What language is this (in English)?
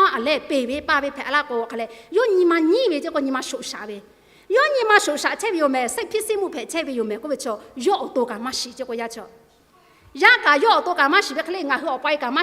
Lahu